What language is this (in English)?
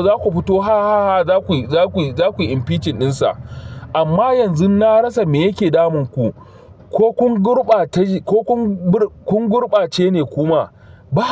Hausa